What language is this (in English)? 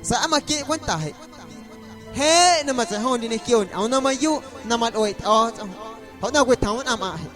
Guerrero Amuzgo